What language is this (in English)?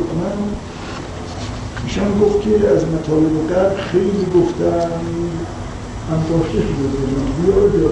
Persian